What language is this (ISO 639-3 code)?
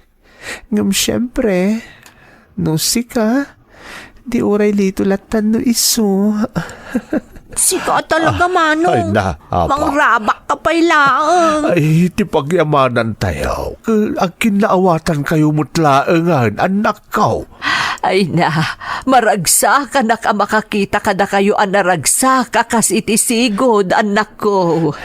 ilo